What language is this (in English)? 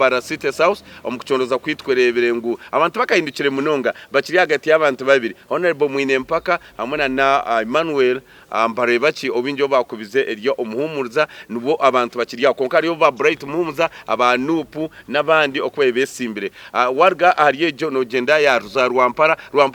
Nyankole